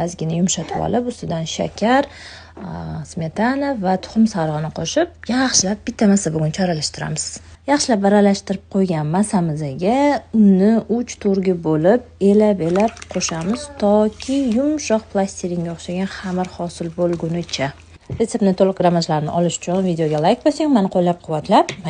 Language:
Uzbek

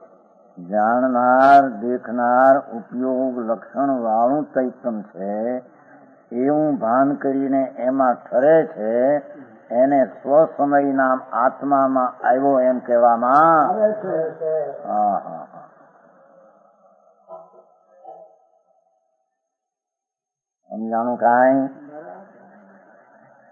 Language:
Gujarati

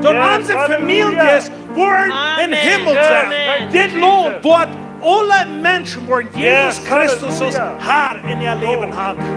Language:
Plautdietsch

